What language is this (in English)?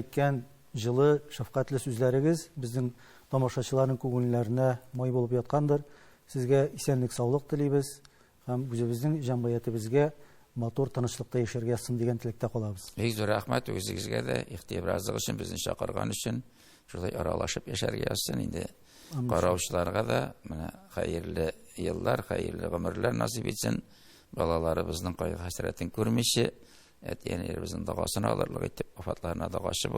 Tatar